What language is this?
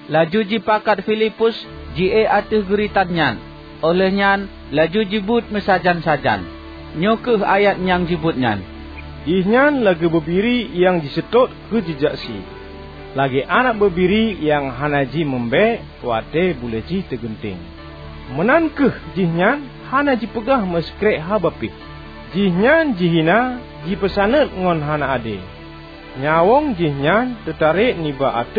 Achinese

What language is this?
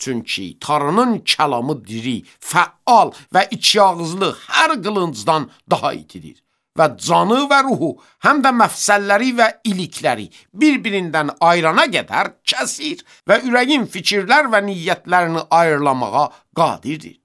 Azerbaijani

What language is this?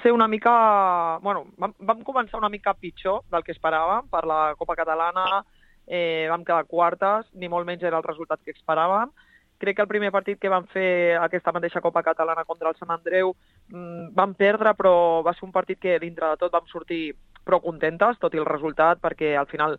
Catalan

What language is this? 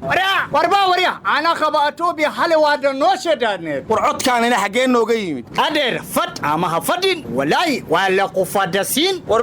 Somali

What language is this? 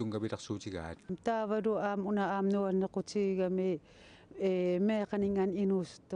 Kalaallisut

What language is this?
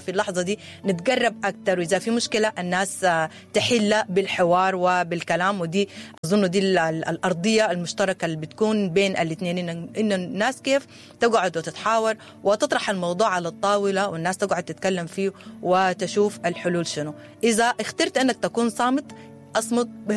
Sudanese Arabic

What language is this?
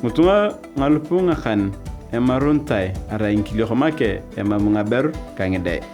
Turkana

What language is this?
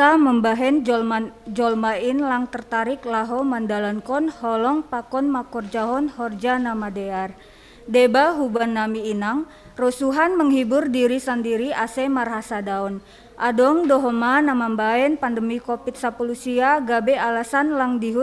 Batak Simalungun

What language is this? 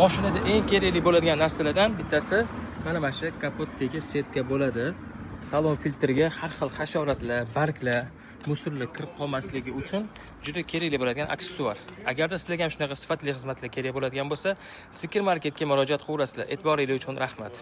Uzbek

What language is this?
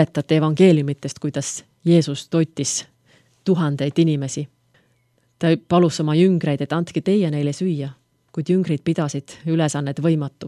Estonian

